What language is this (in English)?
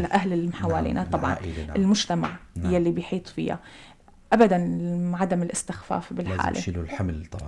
North Levantine Arabic